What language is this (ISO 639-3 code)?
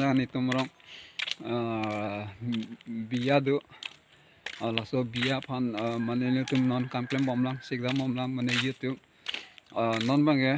mjw